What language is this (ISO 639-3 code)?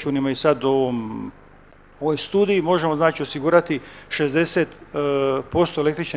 hrv